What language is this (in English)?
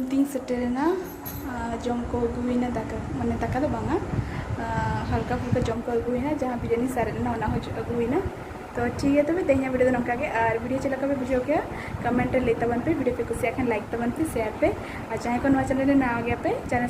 Santali